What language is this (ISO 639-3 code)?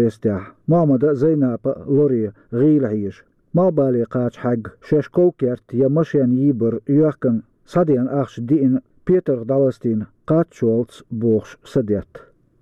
che